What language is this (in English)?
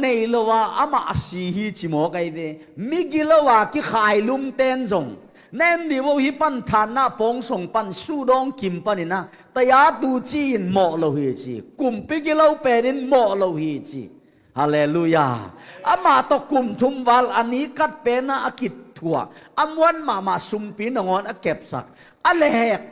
Tedim Chin